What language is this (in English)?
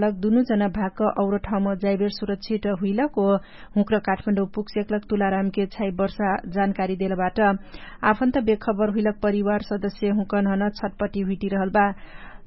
Dangaura Tharu